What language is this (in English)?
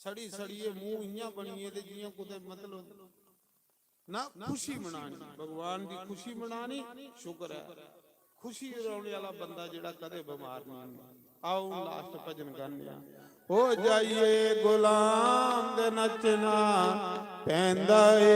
Dogri